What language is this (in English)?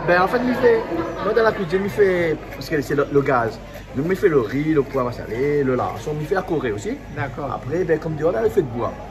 Réunion Creole French